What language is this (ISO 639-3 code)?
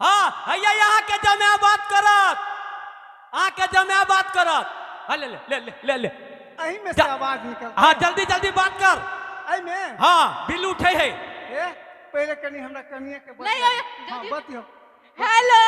mai